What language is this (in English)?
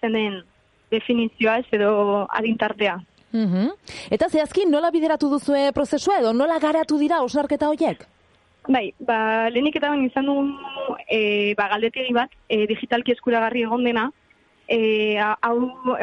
Basque